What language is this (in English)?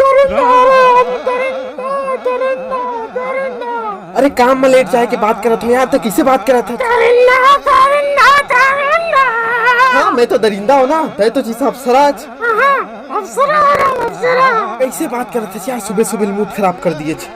Chhattisgarhi